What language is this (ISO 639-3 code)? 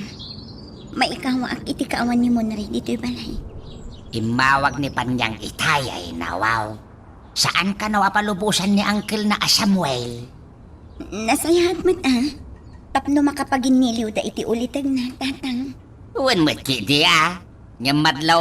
ilo